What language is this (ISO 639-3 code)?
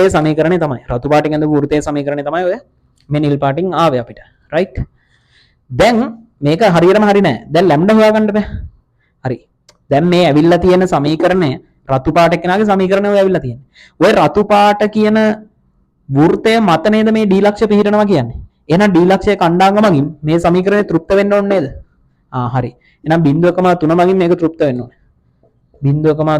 sin